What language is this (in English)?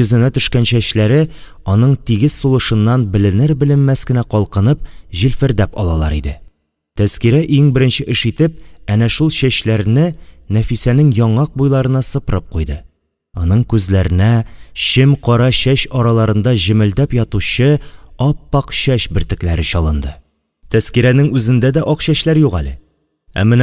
Tatar